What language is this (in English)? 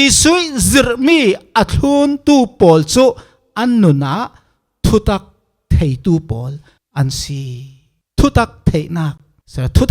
Falam Chin